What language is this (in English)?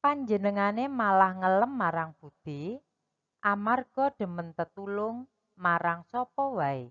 Javanese